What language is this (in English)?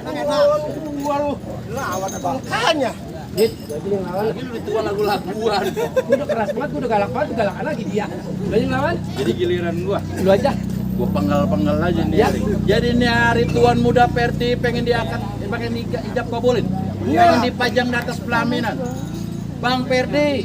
Betawi